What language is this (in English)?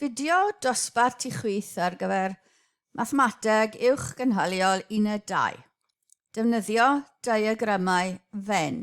Welsh